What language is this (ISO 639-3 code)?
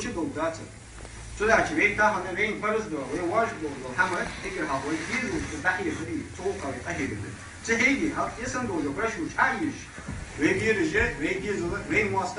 inh